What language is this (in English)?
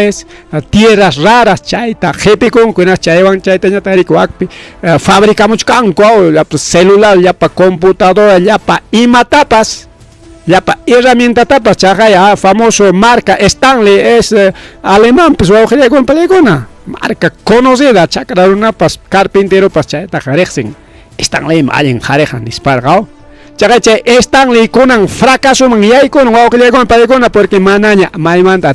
Ayacucho Quechua